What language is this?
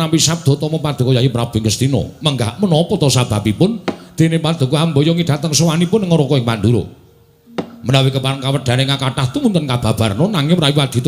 Javanese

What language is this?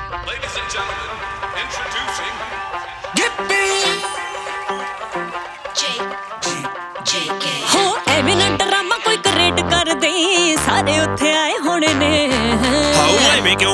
Punjabi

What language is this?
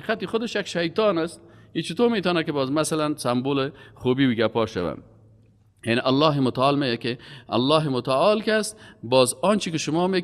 Persian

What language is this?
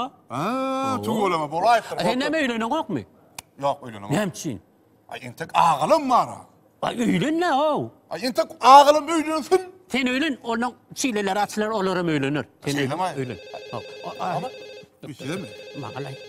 Turkmen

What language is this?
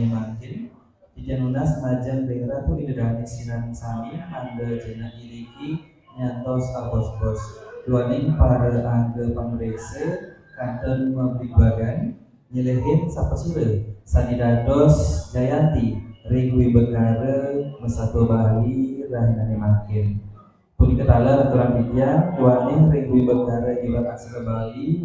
Balinese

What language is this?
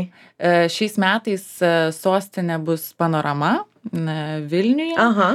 Lithuanian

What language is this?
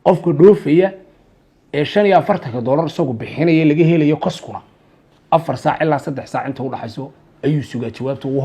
Somali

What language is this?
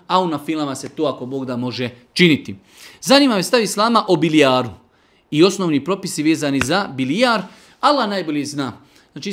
Bosnian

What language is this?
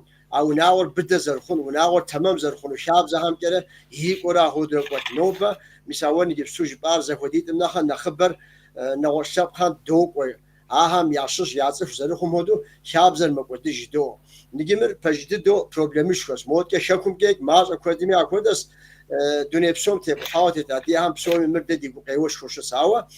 Kabardian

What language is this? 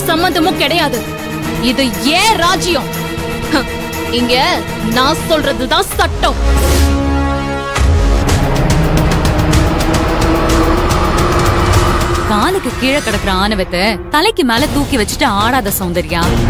Tamil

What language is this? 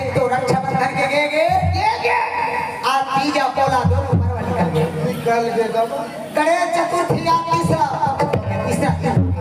Chhattisgarhi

